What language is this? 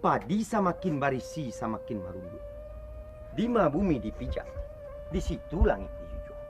Minangkabau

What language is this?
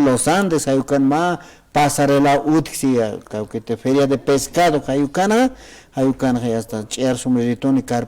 Aymara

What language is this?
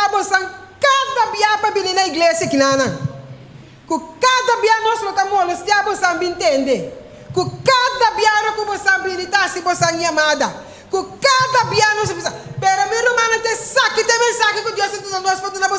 Papiamento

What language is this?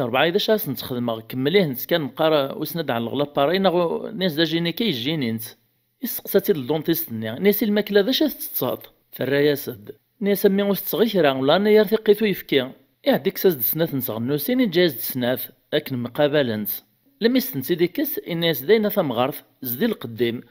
Kabyle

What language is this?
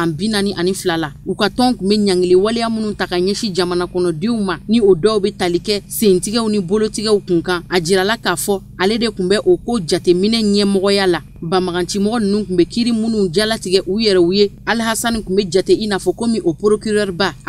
Bambara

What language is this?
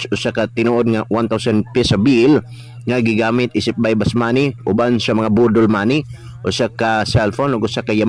Cebuano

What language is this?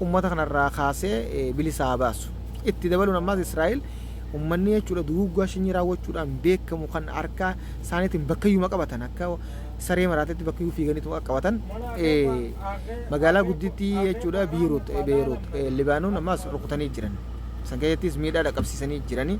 Oromo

